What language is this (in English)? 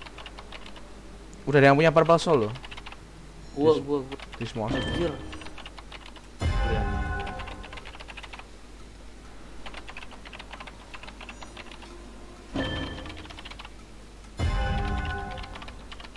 Indonesian